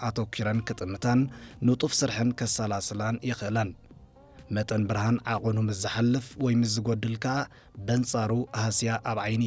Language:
Tigrinya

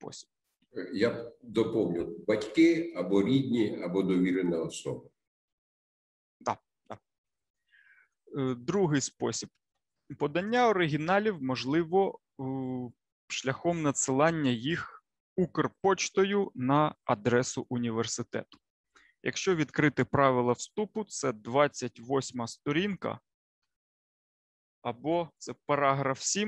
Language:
Ukrainian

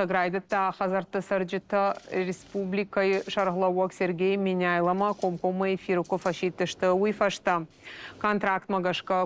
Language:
Ossetic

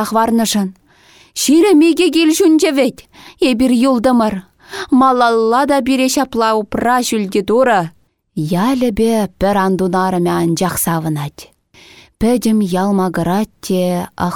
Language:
Chuvash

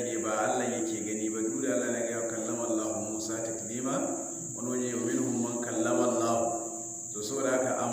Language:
Hausa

